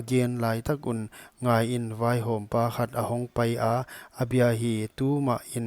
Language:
Paite Chin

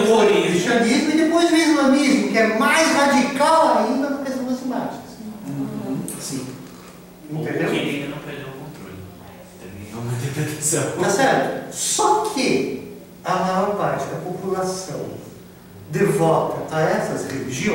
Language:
Portuguese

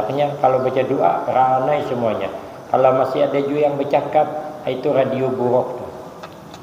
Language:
Banjar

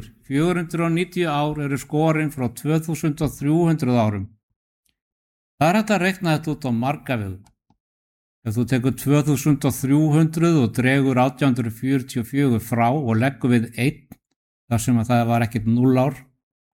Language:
Icelandic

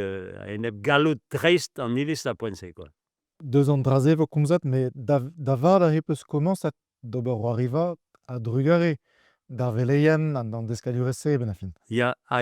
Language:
Breton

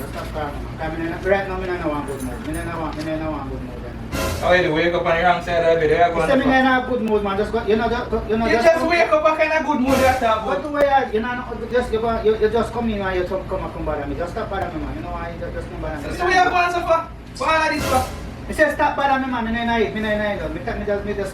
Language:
Jamaican Creole English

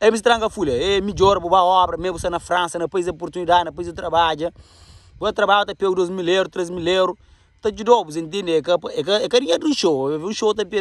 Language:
Kabuverdianu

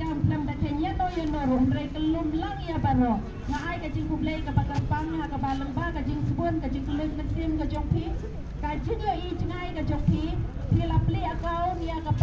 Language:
Khasi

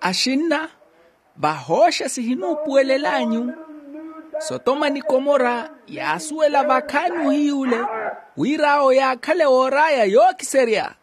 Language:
Makhuwa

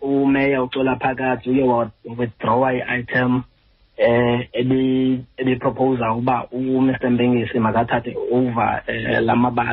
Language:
Xhosa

